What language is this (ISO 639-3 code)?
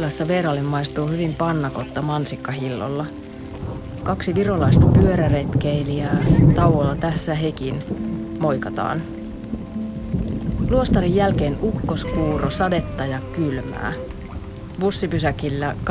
fin